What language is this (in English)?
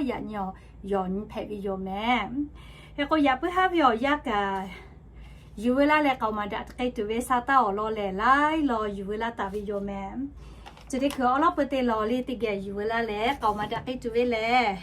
Lahu